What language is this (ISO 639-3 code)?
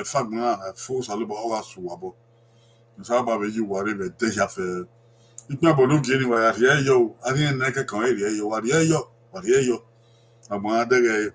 bin